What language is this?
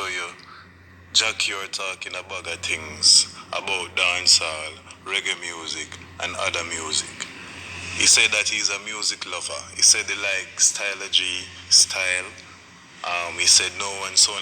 Jamaican Creole English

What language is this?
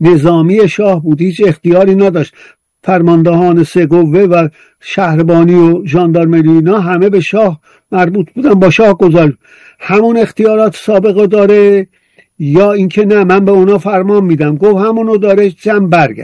Persian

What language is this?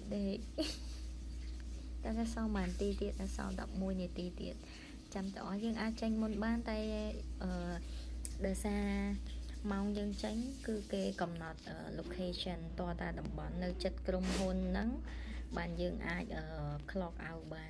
Khmer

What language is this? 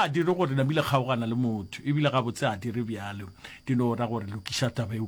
Northern Sotho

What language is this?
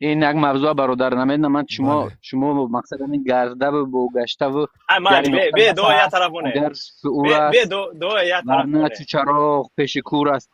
Tajik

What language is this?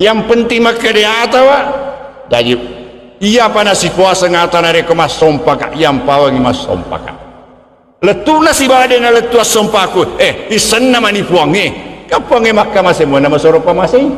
Buginese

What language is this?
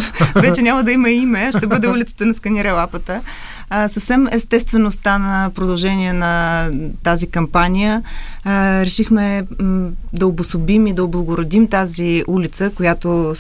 Bulgarian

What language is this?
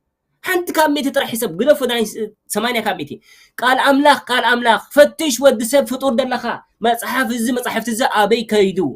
Tigrinya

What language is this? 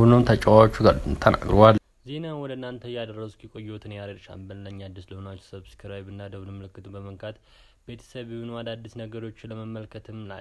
Amharic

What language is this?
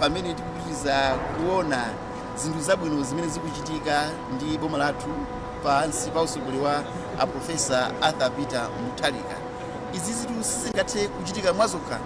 Nyanja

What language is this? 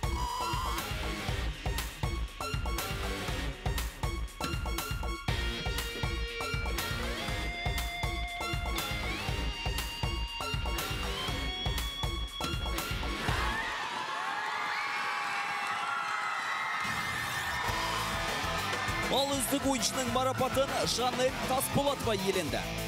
Kazakh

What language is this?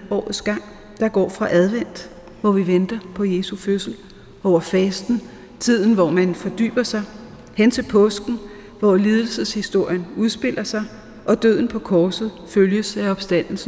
Danish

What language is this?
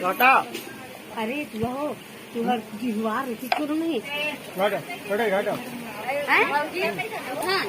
Chhattisgarhi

